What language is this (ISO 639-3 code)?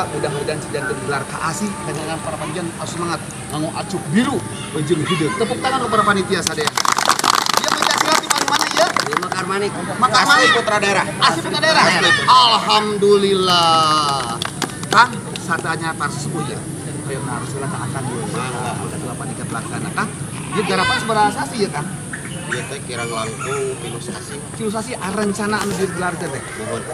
sun